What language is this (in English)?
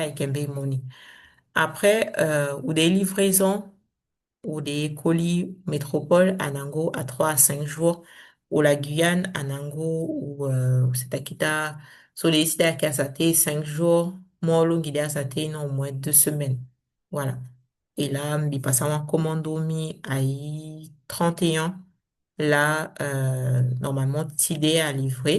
Saramaccan